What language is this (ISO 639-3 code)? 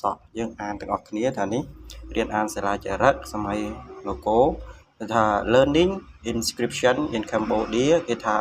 khm